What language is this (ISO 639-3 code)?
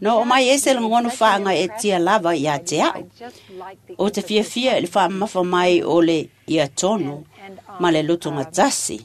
smo